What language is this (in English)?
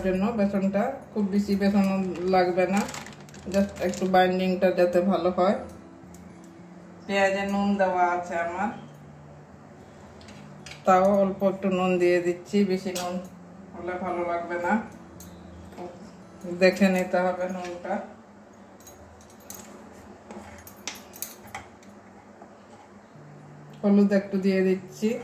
Bangla